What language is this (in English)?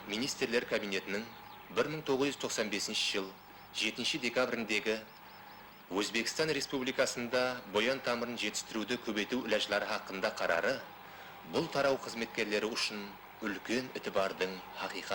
Kara-Kalpak